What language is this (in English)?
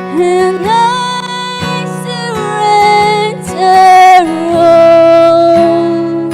Naga Pidgin